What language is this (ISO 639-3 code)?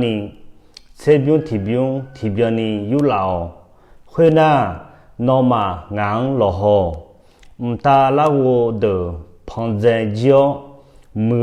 ahk